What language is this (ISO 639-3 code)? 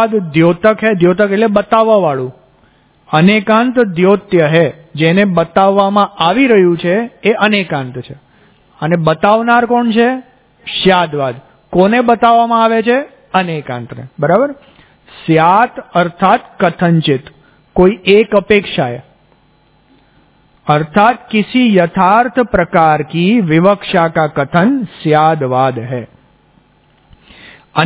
guj